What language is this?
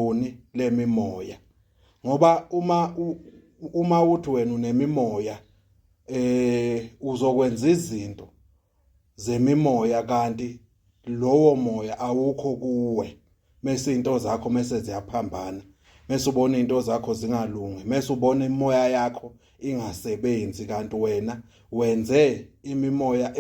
Zulu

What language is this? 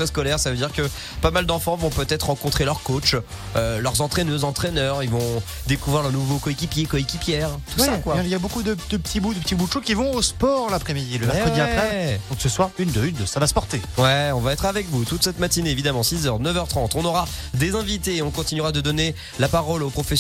French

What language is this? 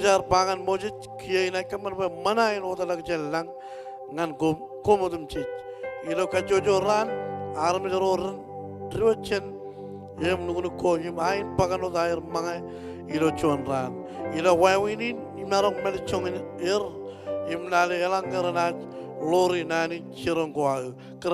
Marshallese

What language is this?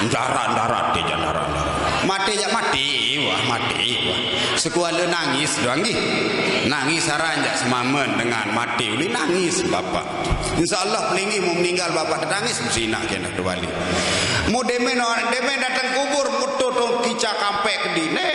Sasak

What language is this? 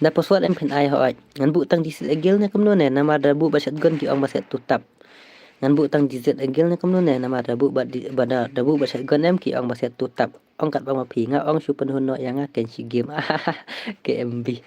Khasi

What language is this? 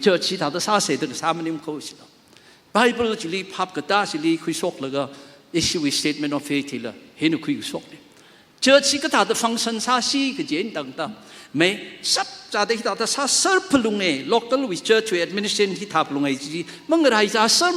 Tangkhul Naga (India)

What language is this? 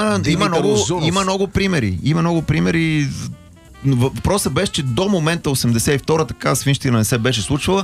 Bulgarian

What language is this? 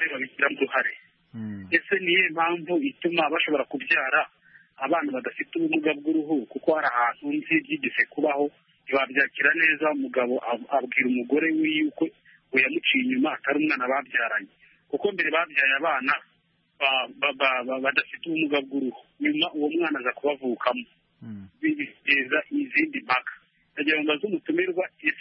Kinyarwanda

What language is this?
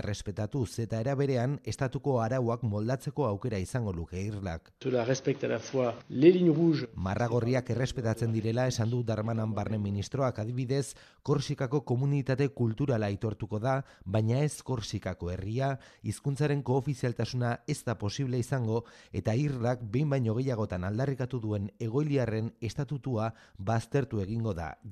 Basque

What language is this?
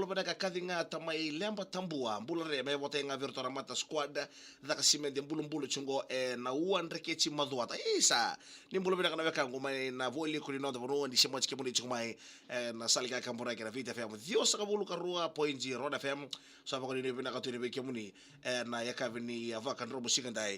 Fijian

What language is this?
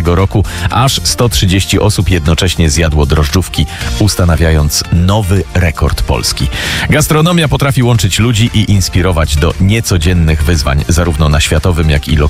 Polish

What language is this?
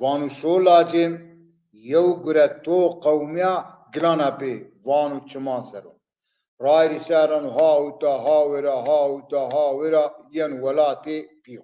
Zaza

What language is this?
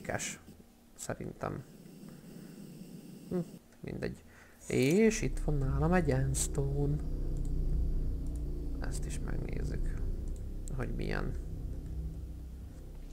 Hungarian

